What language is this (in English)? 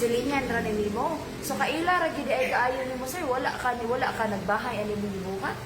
Cebuano